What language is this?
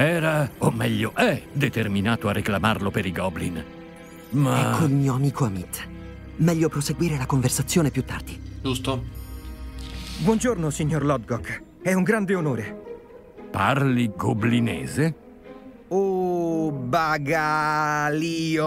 Italian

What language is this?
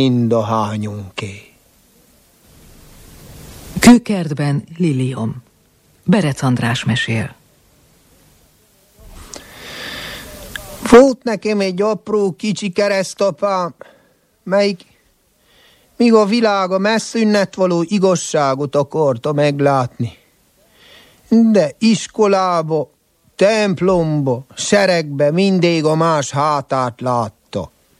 Hungarian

